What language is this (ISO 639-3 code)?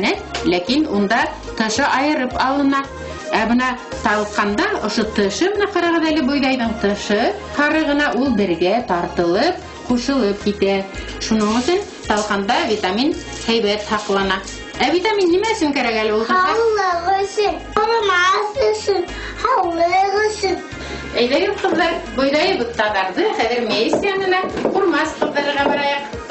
bak